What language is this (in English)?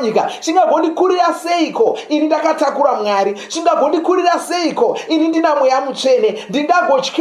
Shona